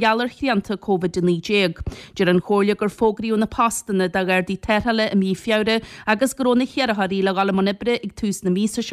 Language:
Irish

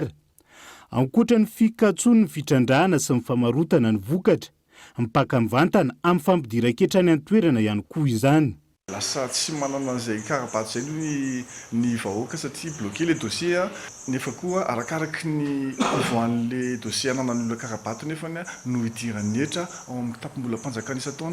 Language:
Malagasy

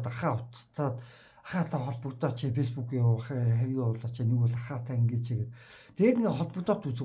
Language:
Mongolian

